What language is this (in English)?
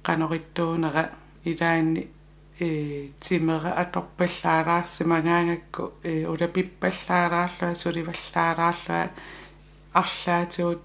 Kalaallisut